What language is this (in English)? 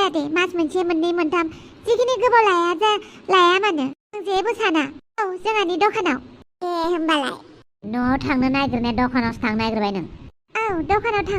Bodo